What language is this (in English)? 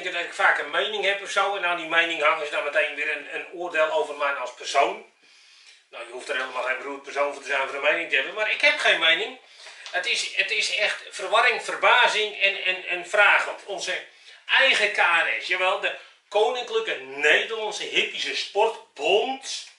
Dutch